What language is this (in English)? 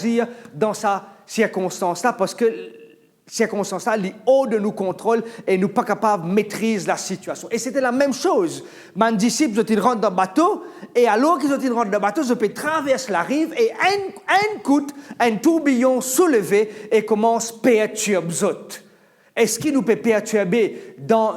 Morisyen